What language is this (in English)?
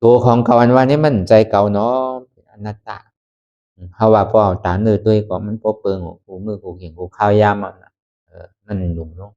Shan